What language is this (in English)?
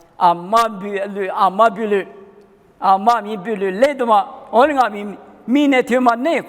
Lisu